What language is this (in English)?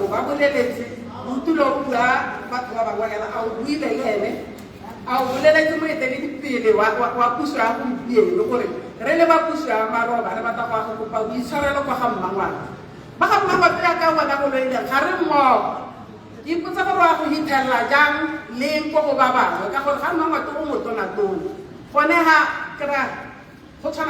Tswana